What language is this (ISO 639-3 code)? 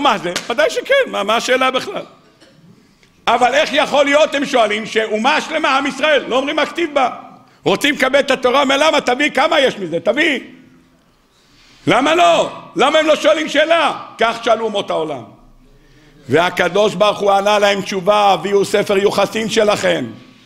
heb